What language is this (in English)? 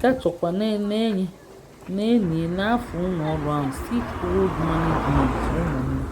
Igbo